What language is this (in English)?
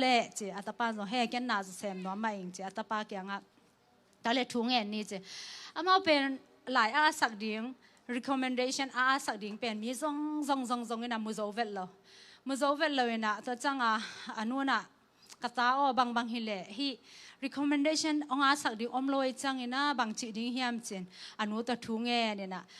Tedim Chin